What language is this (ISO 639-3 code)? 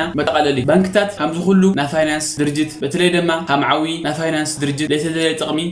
tir